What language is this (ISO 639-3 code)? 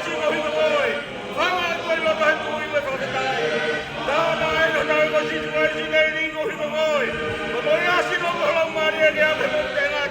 ton